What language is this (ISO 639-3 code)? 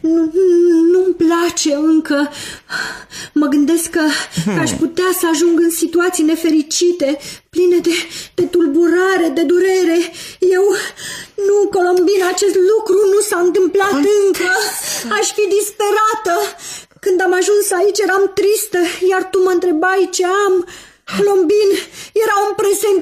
ron